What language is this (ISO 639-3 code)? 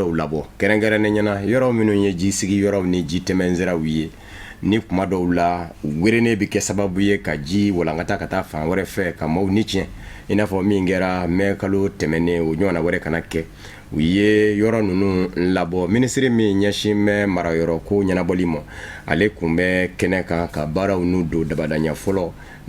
bam